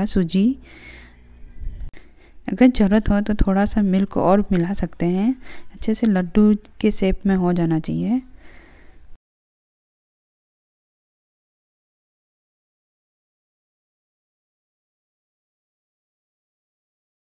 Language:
Hindi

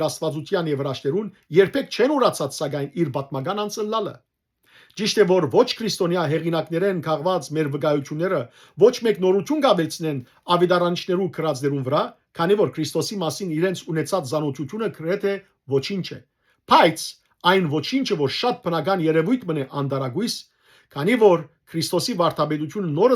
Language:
Western Armenian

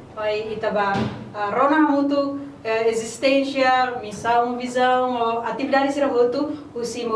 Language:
Tetum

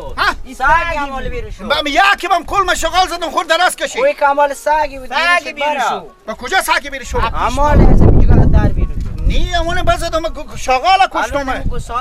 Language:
Persian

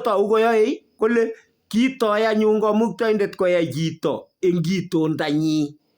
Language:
Kalenjin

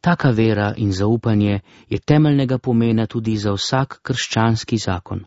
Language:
Slovenian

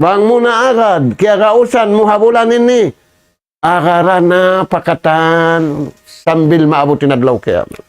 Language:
Tausug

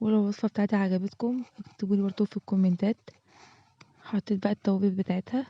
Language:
Egyptian Arabic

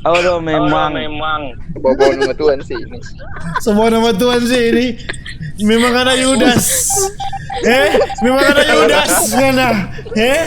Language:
Manado Malay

